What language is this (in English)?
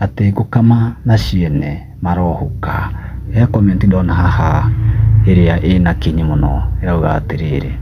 Kikuyu